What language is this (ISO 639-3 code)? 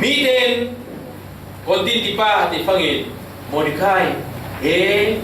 cfm